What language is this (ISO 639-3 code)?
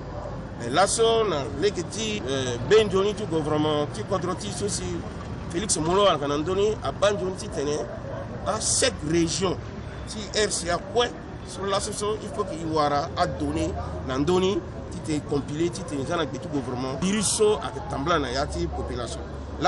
sag